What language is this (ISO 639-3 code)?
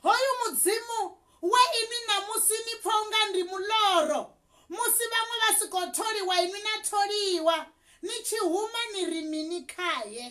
ven